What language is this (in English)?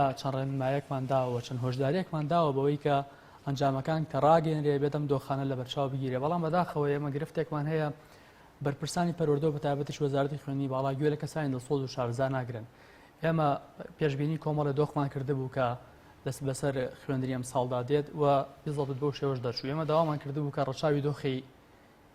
Central Kurdish